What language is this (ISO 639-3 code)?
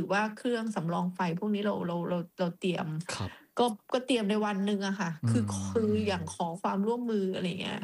tha